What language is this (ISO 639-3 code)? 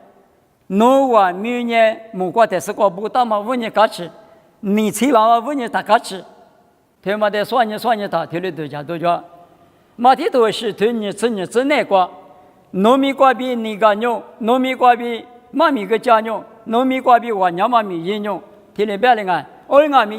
lis